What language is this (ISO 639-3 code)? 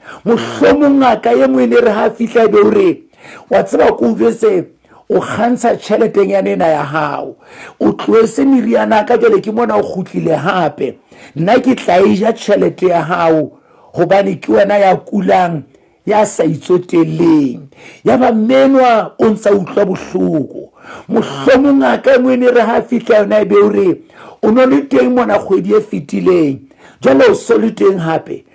sot